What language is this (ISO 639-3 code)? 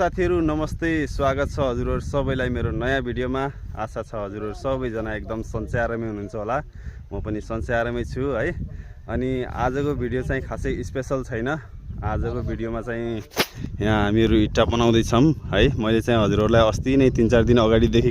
nep